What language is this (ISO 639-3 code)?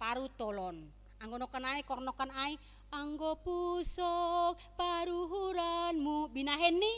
bts